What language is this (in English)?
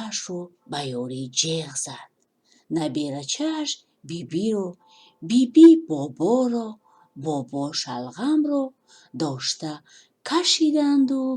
Tajik